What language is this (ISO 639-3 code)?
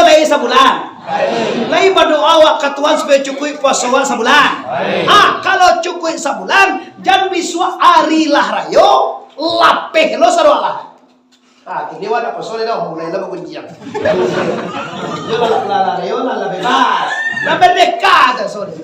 min